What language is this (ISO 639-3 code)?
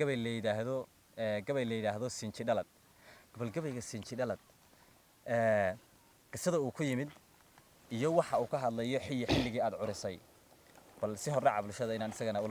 som